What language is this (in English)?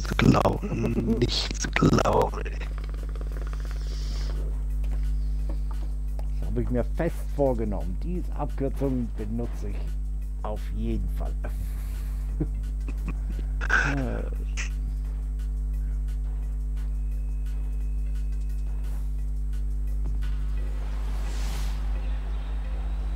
German